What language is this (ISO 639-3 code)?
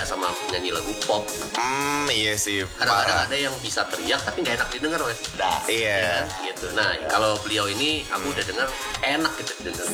ind